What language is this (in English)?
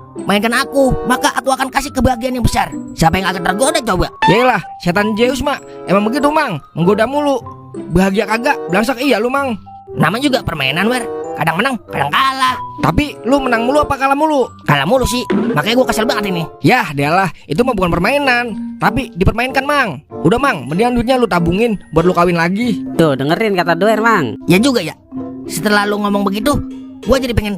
Betawi